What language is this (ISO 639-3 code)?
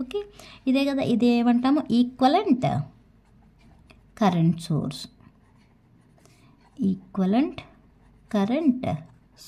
tel